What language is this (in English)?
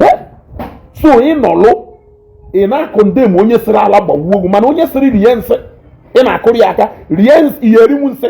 Igbo